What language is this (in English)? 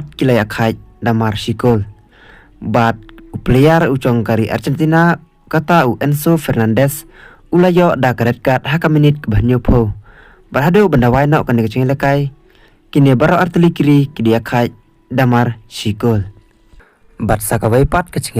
Khasi